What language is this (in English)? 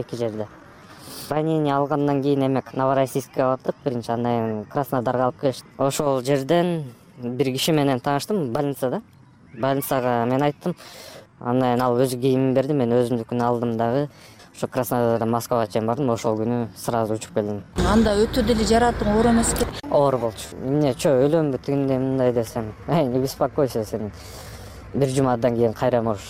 Kyrgyz